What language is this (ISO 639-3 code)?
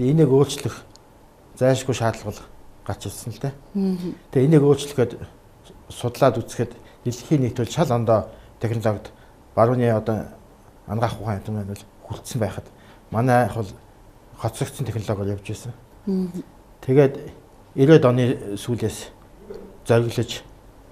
mon